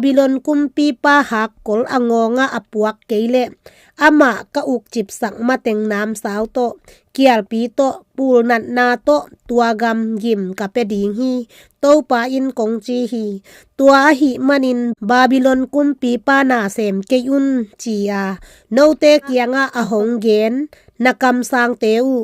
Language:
Tedim Chin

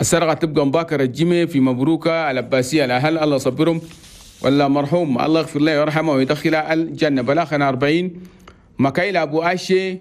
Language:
Chadian Arabic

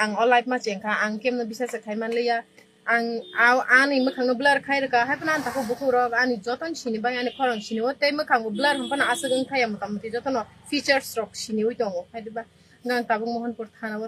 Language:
Kok Borok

